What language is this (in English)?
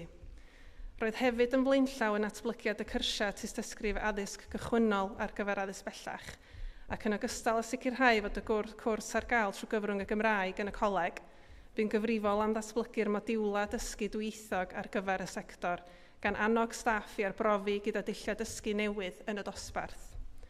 Welsh